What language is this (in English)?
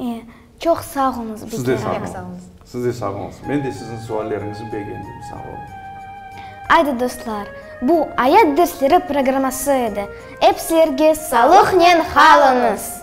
Crimean Tatar